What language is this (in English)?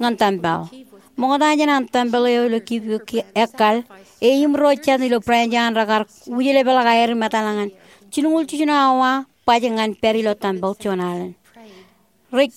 Marshallese